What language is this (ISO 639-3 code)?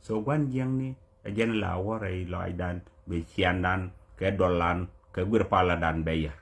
nus